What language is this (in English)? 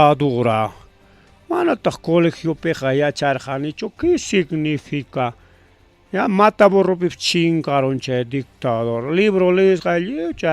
Ayacucho Quechua